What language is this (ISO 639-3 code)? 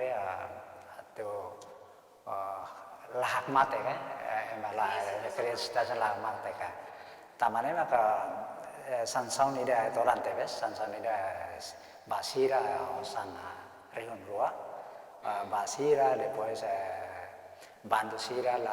tet